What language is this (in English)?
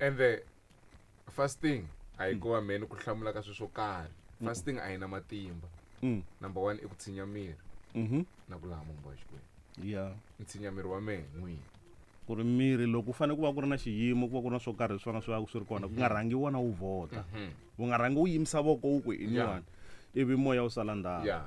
Tsonga